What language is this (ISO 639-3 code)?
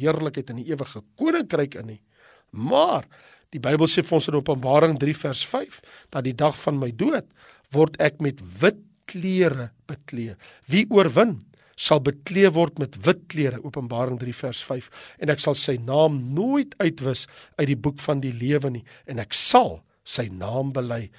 afr